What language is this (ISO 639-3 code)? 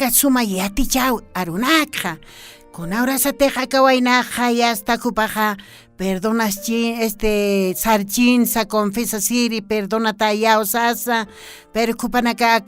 aym